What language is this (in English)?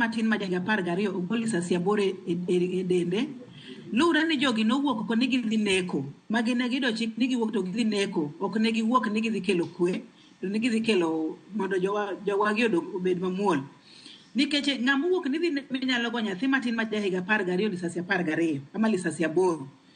Luo (Kenya and Tanzania)